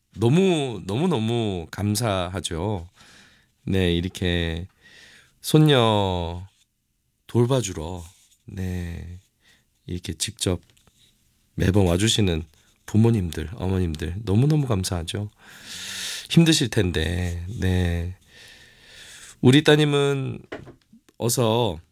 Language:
Korean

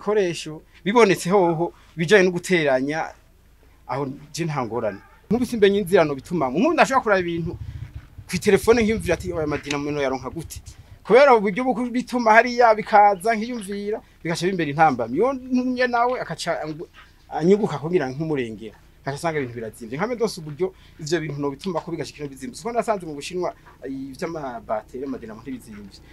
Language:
Rundi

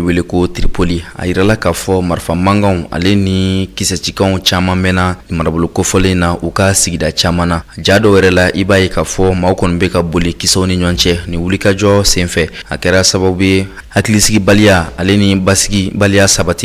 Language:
Bambara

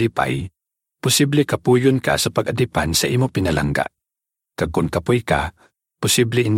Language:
Hiligaynon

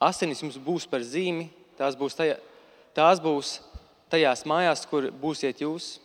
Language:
Latvian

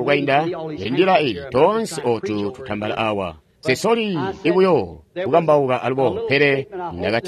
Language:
Tonga (Zambia)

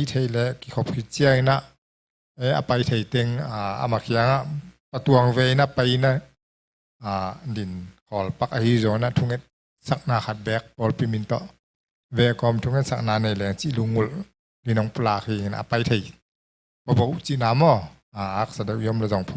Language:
Tedim Chin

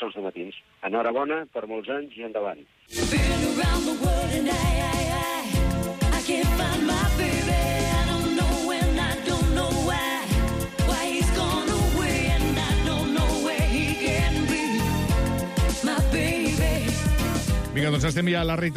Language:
Catalan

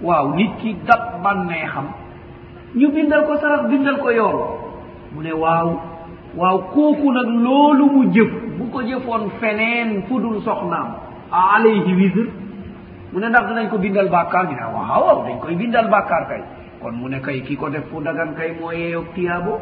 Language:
Wolof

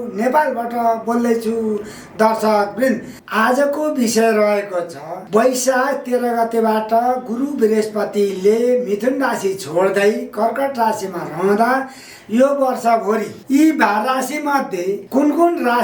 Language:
Nepali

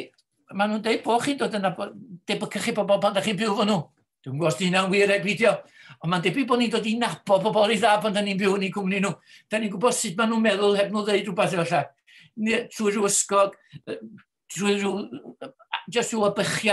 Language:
Welsh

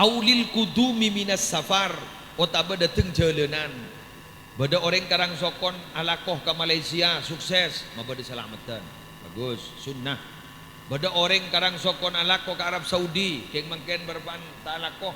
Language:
Madurese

